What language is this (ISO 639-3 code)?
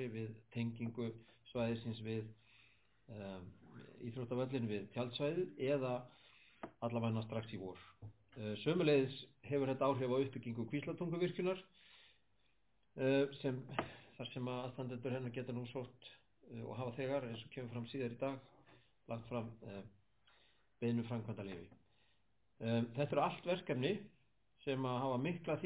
isl